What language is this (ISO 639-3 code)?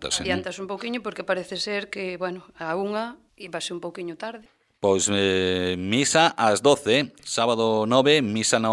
glg